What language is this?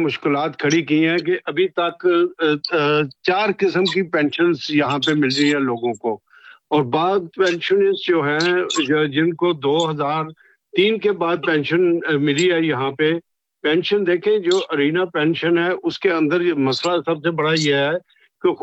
Urdu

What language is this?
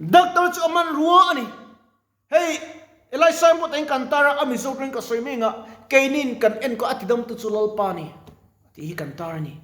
Mizo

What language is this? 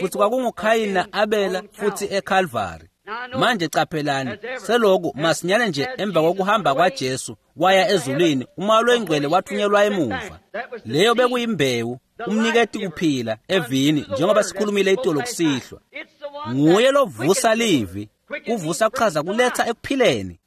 Swati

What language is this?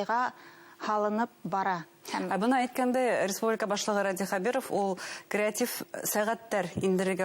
Bashkir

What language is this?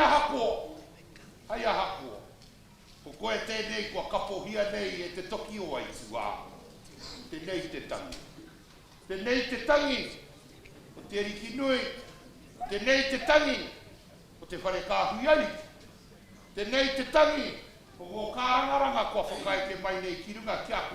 Māori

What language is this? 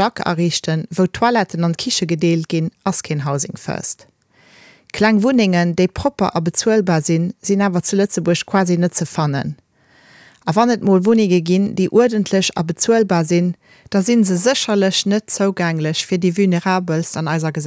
Luxembourgish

